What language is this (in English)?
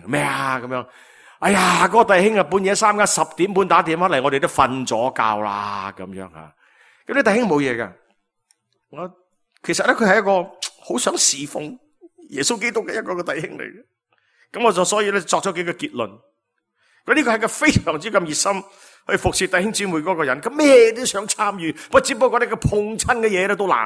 Cantonese